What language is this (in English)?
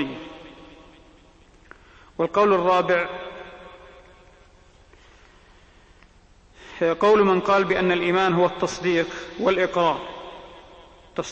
Arabic